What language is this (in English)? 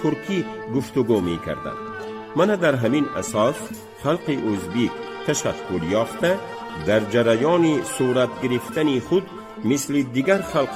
Tajik